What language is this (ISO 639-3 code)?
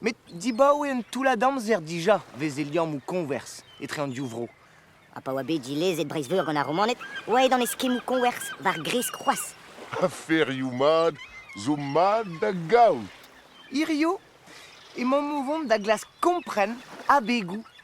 bre